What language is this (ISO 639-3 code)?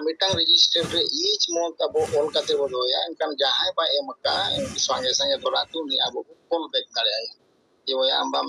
sat